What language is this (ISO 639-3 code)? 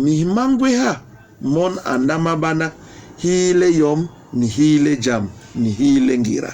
bas